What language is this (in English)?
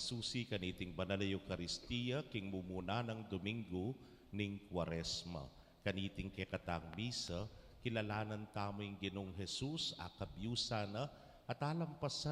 Pampanga